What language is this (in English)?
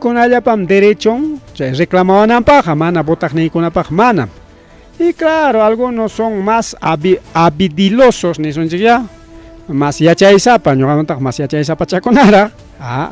Ayacucho Quechua